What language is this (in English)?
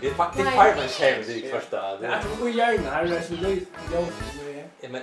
Faroese